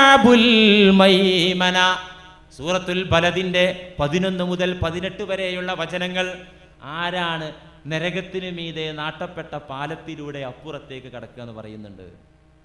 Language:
Malayalam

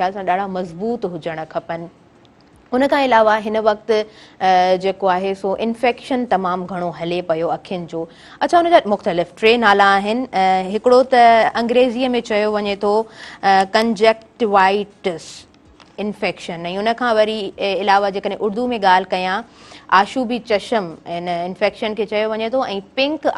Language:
Sindhi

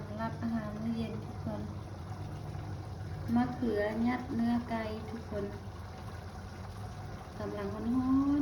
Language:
Lao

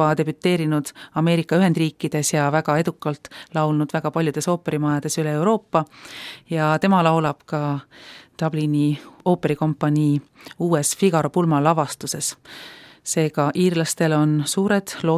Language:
Estonian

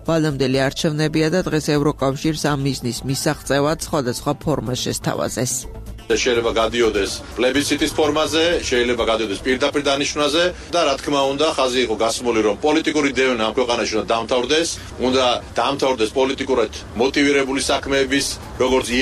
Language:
Georgian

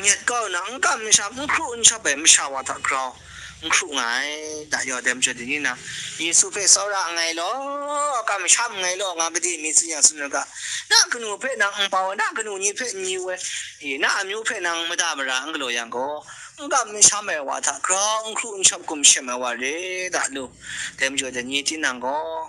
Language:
Kachin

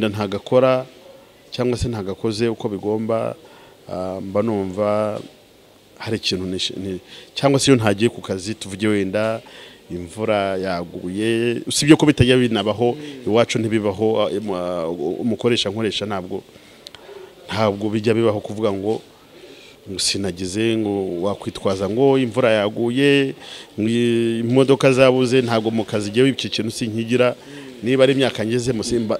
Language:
Kinyarwanda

